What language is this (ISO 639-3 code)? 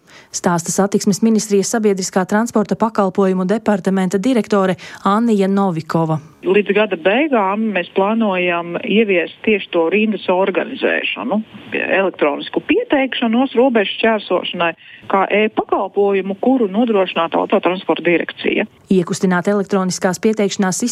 lav